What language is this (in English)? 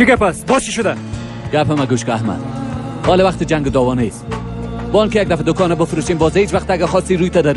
Persian